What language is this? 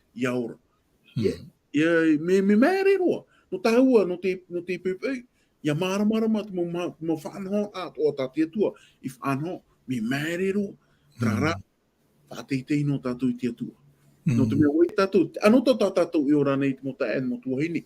Tahitian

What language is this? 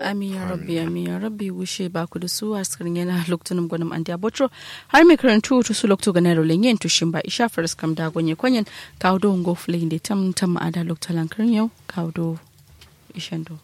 Kanuri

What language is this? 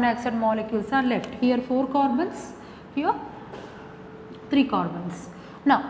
English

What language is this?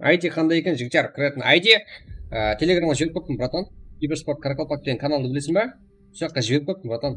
Kara-Kalpak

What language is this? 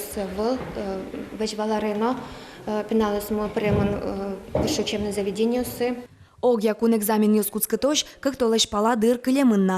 Udmurt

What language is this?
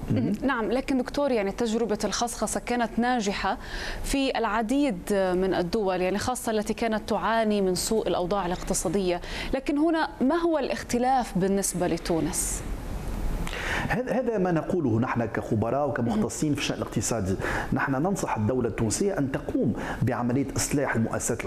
Arabic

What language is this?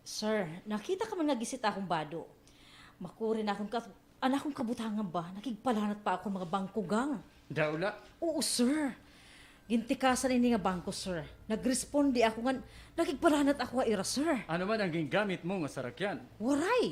Waray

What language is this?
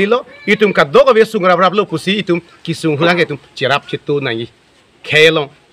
Karbi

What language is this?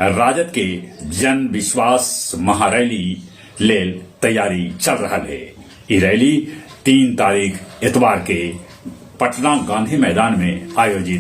Magahi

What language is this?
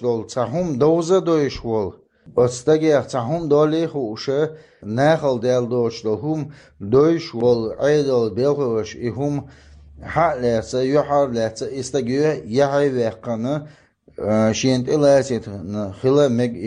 Chechen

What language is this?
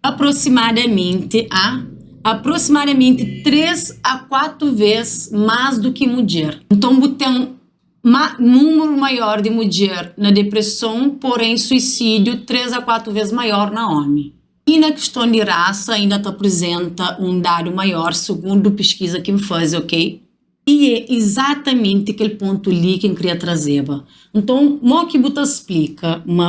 Kabuverdianu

